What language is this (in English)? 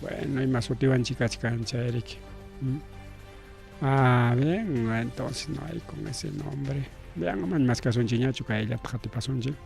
Ayacucho Quechua